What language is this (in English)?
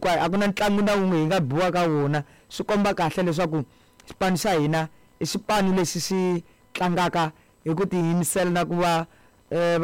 Tsonga